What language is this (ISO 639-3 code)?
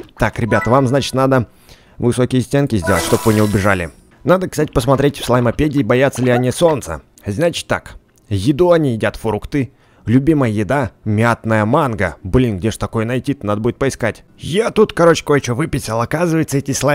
rus